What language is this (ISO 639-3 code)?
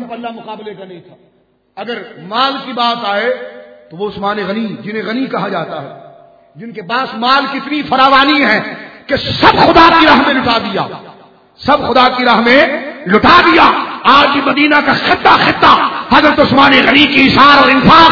urd